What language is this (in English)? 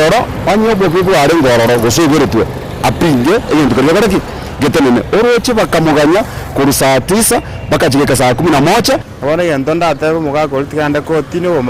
Gusii